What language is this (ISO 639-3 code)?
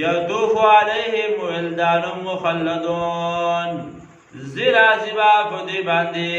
pus